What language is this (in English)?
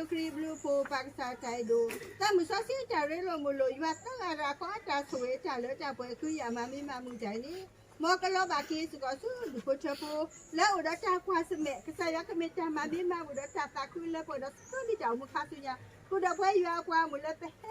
S'gaw Karen